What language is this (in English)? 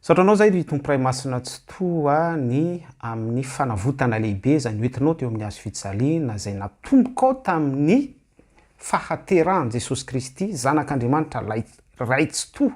Malagasy